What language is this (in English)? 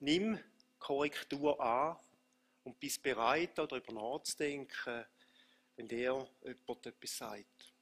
Swiss German